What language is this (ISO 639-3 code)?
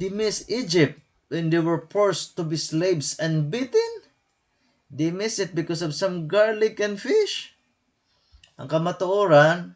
war